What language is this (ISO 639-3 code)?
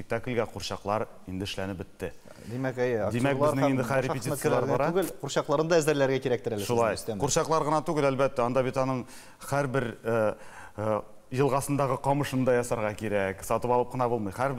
tat